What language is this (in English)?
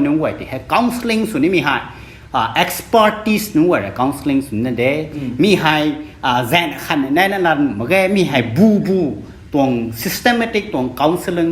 Rongmei Naga